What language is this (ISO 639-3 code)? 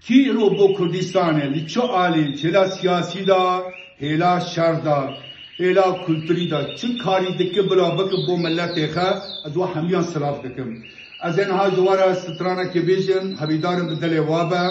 kur